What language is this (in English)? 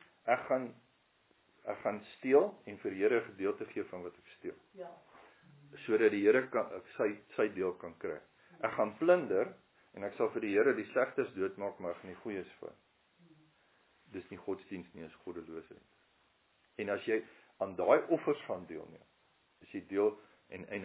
Afrikaans